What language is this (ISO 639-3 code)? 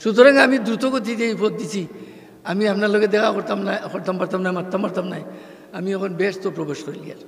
syl